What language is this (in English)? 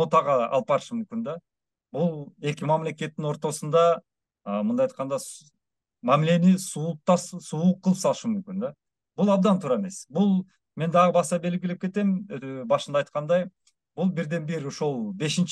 Kyrgyz